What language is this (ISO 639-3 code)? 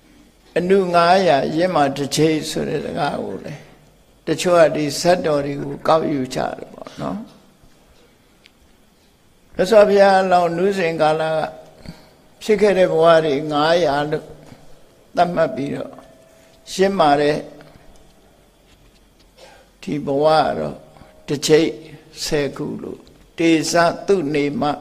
mya